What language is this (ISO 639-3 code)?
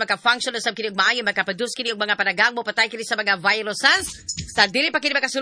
ceb